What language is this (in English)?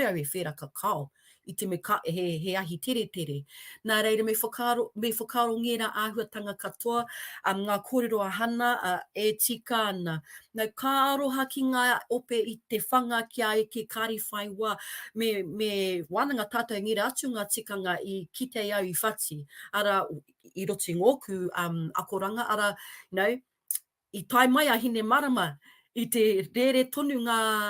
Māori